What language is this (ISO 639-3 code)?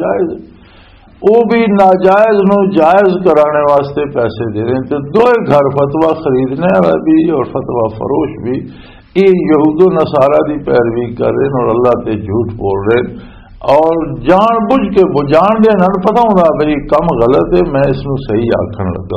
lah